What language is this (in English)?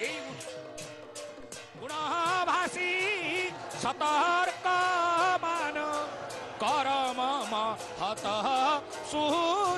Odia